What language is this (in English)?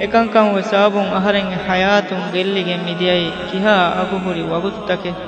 Divehi